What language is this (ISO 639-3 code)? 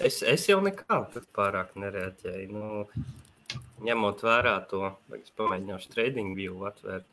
lav